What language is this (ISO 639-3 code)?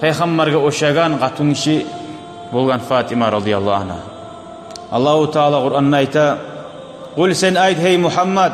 kum